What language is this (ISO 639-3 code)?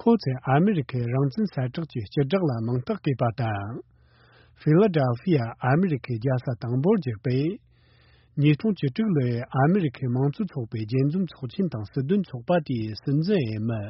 bod